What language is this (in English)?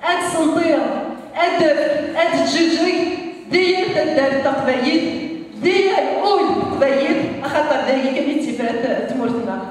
Kabyle